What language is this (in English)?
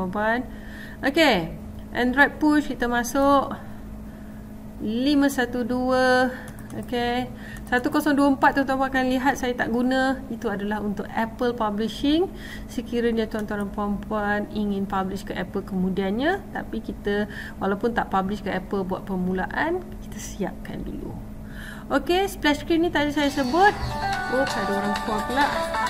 Malay